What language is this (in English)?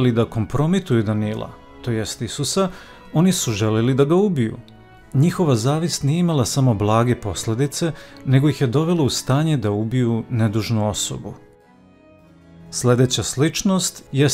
Serbian